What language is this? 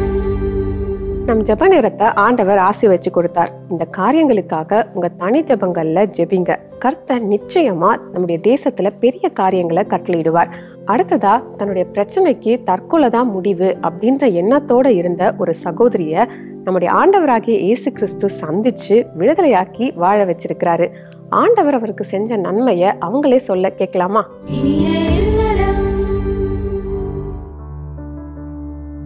Tamil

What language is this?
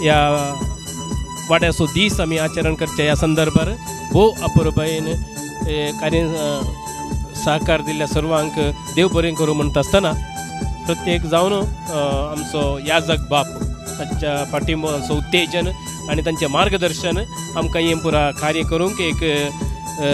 Konkani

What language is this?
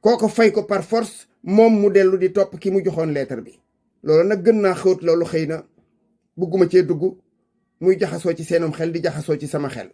Wolof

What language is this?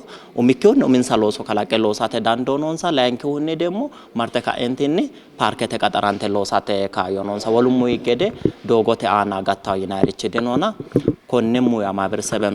Sidamo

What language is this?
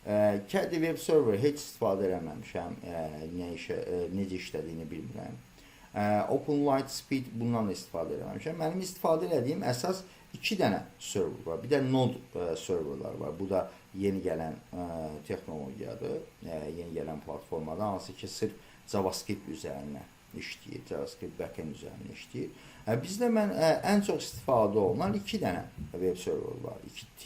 Azerbaijani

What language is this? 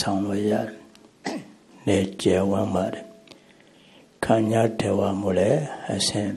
Burmese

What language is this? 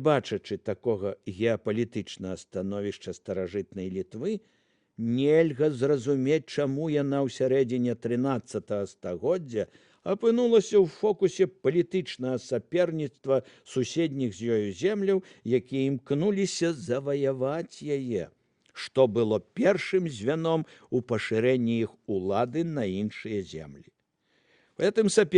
Belarusian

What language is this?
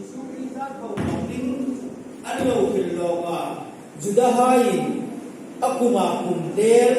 Hmar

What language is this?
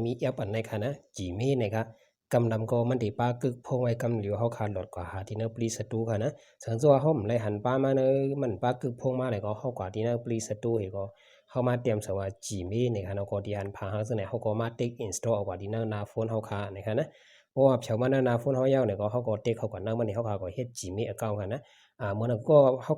Shan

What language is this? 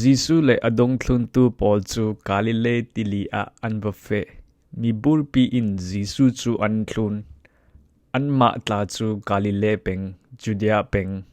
Falam Chin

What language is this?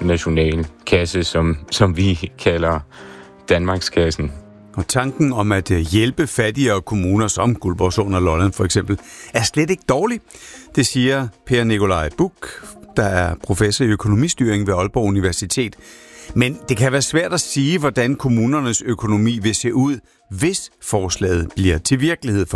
Danish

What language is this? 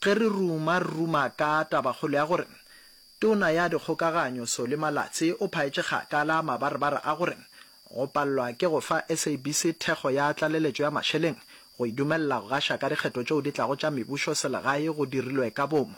Northern Sotho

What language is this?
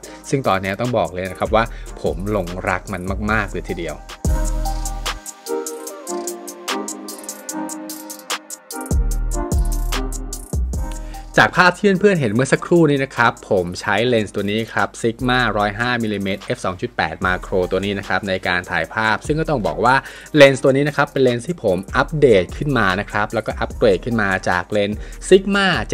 Thai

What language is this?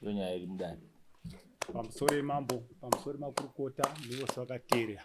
Shona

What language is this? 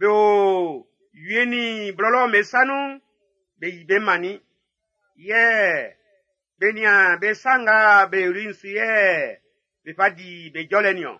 Baoulé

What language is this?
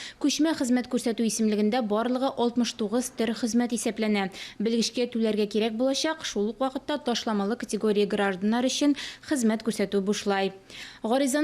Tatar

